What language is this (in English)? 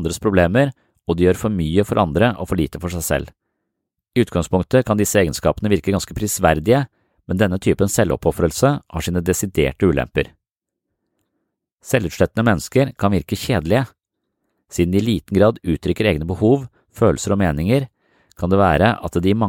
Norwegian